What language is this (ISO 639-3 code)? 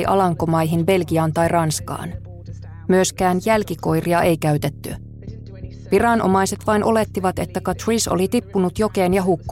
fin